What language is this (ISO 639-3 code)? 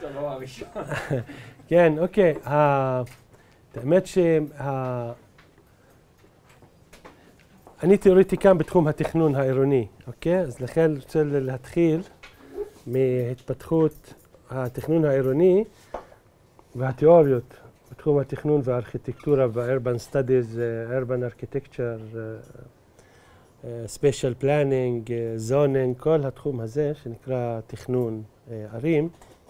heb